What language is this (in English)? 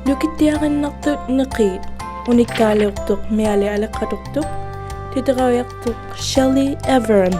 Inuktitut